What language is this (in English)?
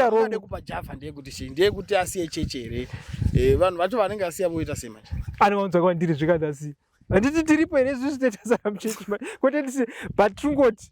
Shona